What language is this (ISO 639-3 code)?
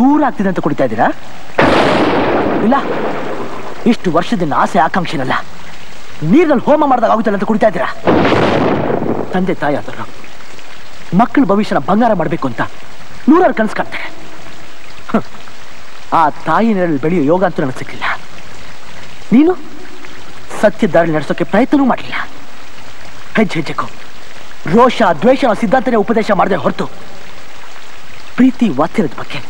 kan